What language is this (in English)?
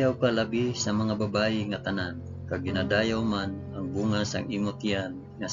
Hiligaynon